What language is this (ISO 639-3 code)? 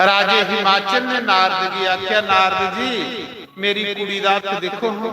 doi